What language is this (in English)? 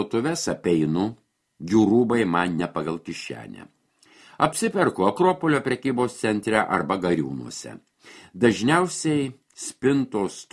Lithuanian